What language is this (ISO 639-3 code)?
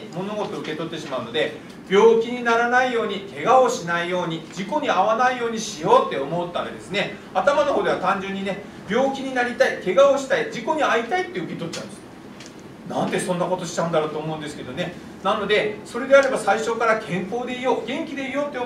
jpn